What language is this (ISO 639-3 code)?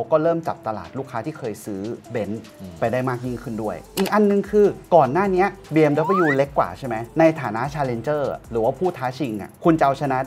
tha